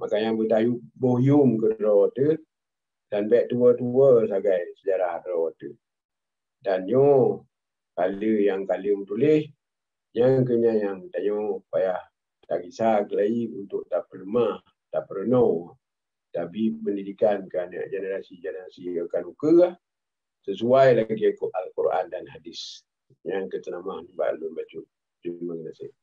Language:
Achinese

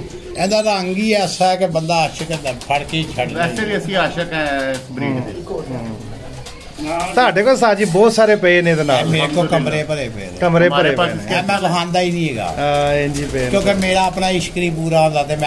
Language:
Punjabi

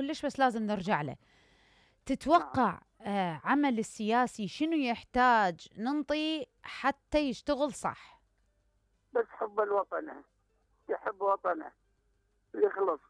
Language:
Mesopotamian Arabic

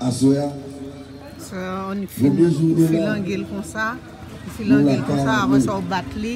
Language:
Haitian Creole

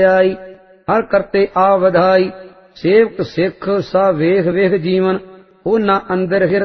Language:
Punjabi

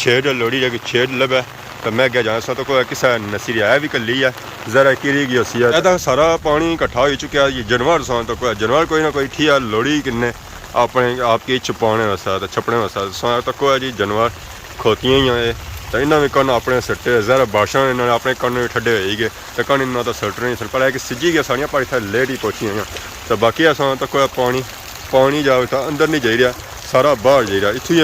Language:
Pahari-Potwari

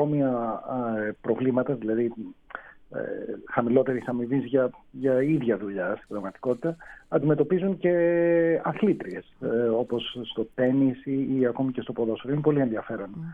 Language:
Greek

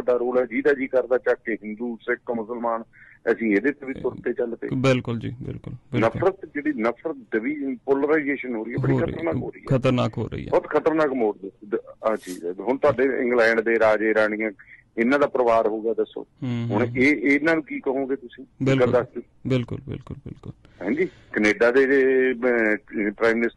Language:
Punjabi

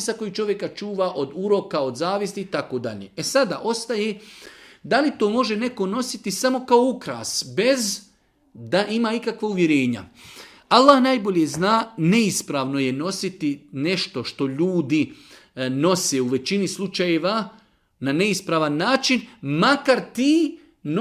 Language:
Bosnian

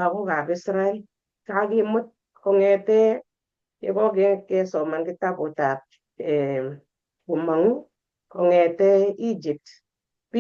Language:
Kalenjin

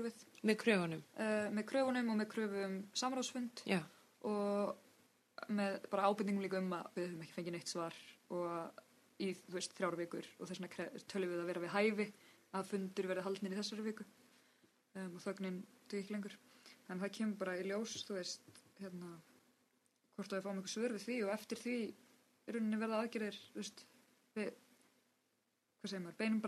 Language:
Icelandic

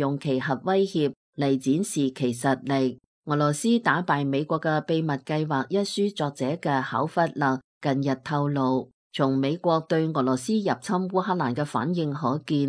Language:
Cantonese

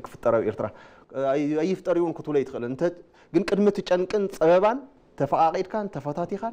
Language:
Tigrinya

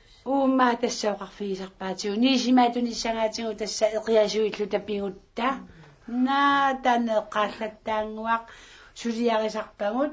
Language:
Kalaallisut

